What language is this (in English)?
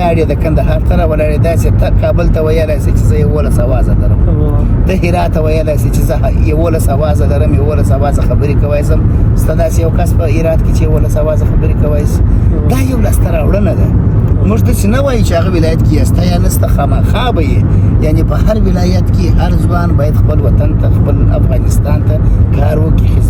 Pashto